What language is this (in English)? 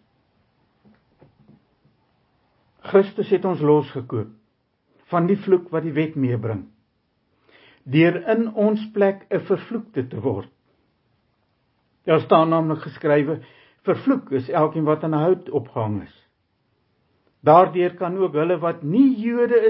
Afrikaans